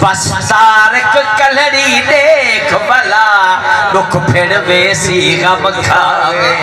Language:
Saraiki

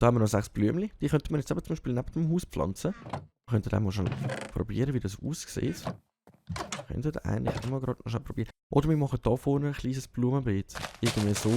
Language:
Swiss German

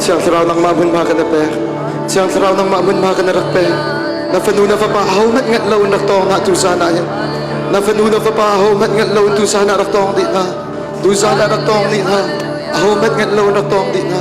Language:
Hakha Chin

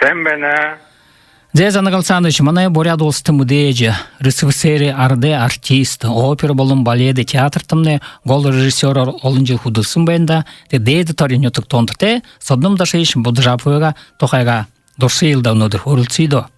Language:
Buriat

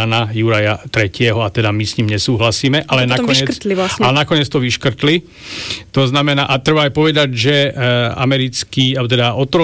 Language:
Slovak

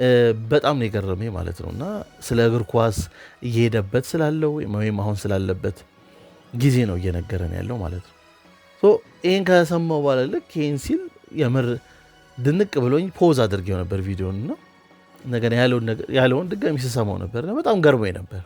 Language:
Amharic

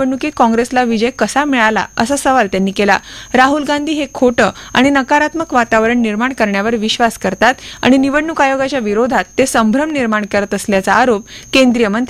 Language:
Marathi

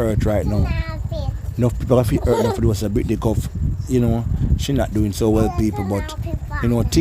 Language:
Jamaican Creole English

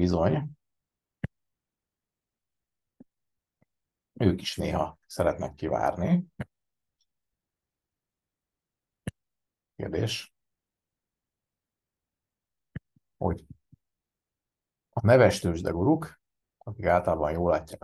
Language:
Hungarian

